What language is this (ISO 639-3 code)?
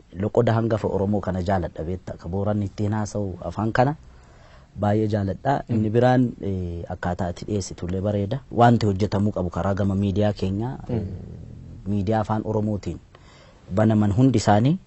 orm